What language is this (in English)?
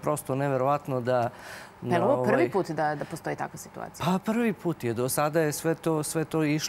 Serbian